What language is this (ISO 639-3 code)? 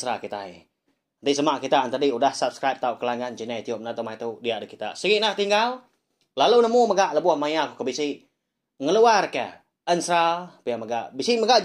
iba